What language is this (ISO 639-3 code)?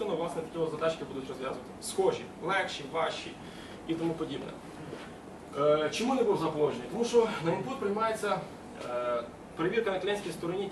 ukr